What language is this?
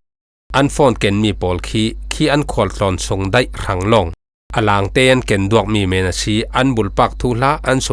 Falam Chin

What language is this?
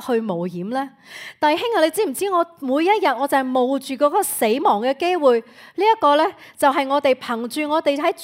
Cantonese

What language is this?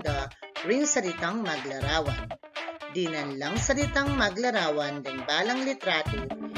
Pampanga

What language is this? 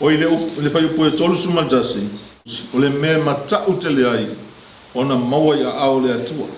Samoan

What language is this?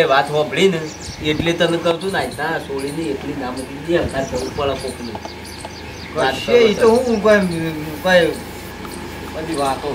Gujarati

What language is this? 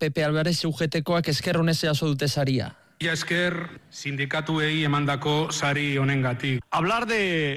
Basque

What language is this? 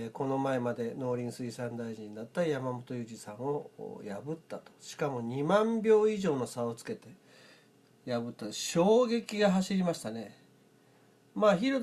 Japanese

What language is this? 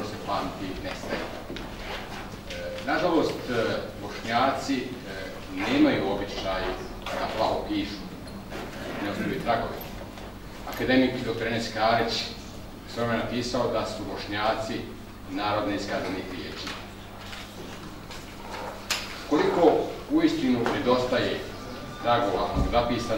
Bosnian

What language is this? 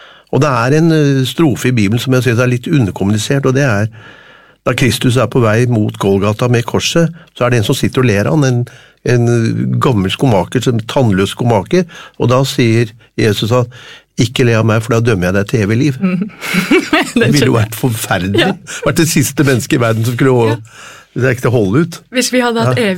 Norwegian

